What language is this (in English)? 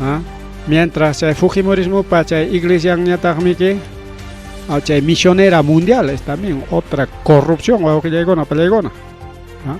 Ayacucho Quechua